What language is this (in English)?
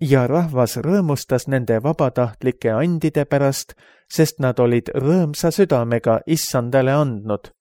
Estonian